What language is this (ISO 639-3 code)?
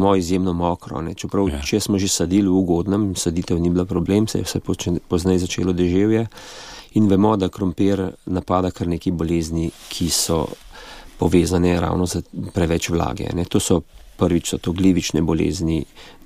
slv